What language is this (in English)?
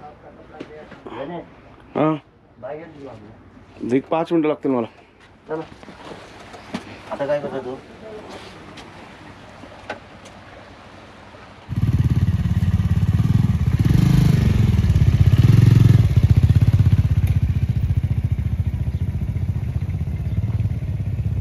Marathi